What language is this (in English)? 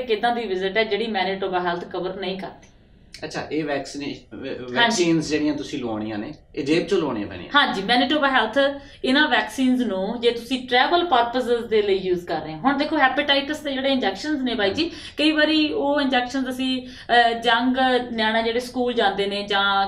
Punjabi